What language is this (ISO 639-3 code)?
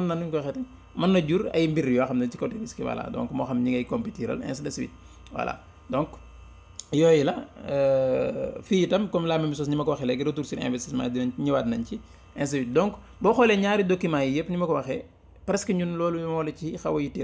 wol